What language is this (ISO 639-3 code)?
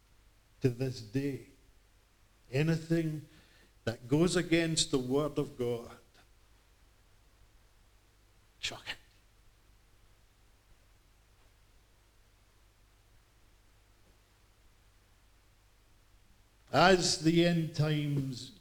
eng